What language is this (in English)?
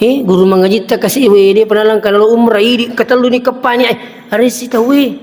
Buginese